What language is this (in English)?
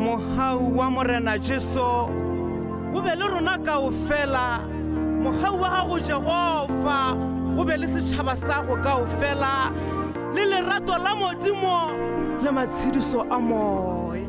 Tswana